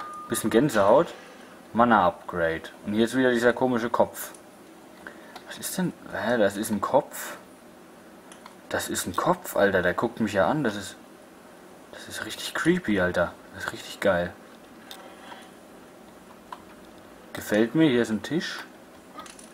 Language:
German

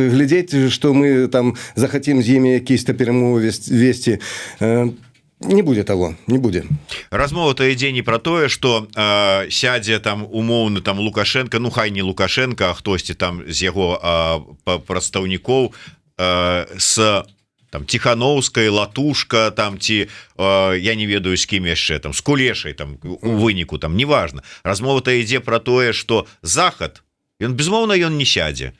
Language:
Belarusian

